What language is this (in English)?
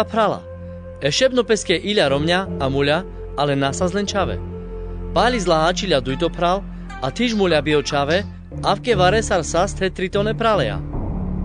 Carpathian Romani